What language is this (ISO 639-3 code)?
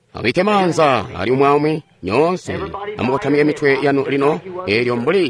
toi